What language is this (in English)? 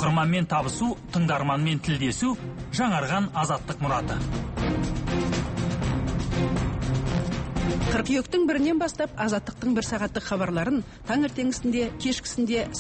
Kazakh